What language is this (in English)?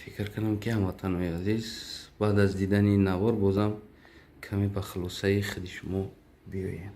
Tajik